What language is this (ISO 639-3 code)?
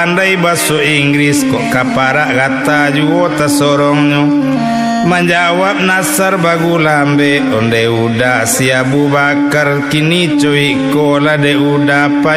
min